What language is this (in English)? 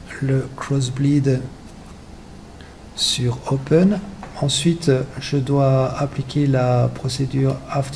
French